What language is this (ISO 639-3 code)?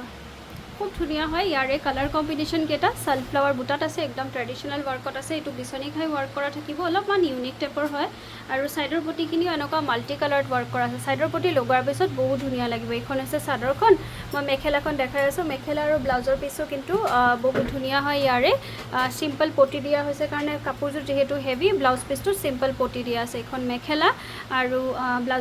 asm